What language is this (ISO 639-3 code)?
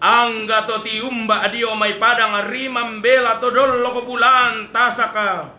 sda